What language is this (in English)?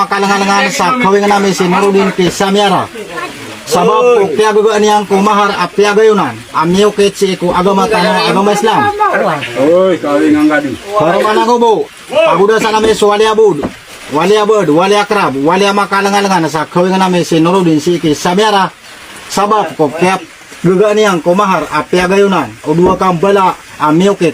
Maranao